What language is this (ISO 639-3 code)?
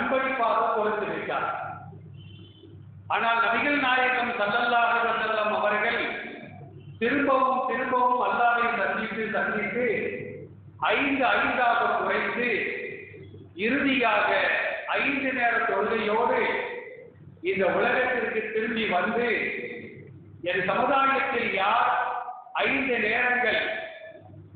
tam